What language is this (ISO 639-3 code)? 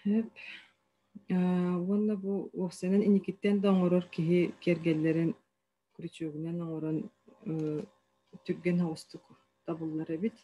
sah